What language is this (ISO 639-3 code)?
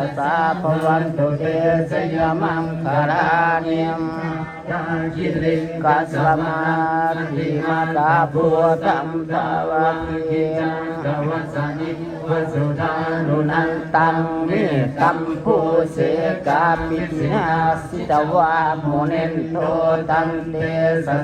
pli